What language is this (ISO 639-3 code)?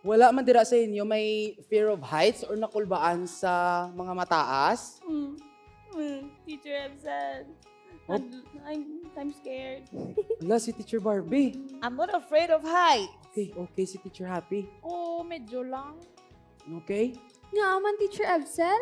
hil